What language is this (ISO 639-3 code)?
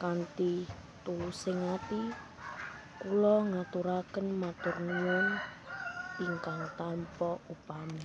jav